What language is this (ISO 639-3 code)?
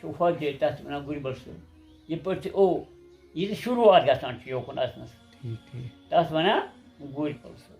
kas